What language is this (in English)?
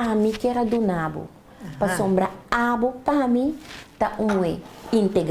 Papiamento